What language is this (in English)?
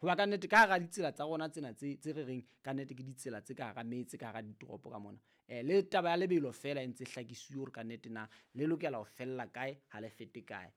Southern Sotho